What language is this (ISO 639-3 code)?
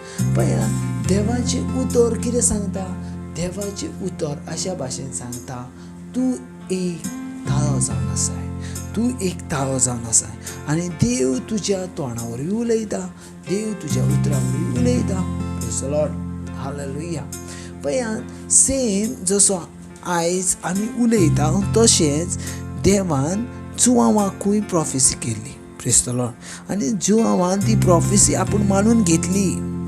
kok